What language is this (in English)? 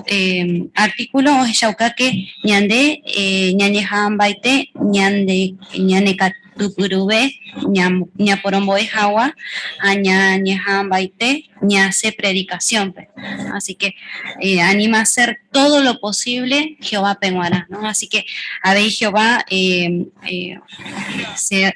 Guarani